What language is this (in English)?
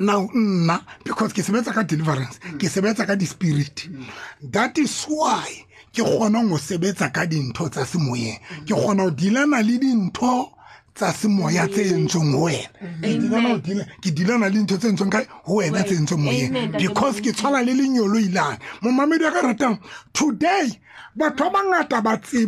Tswana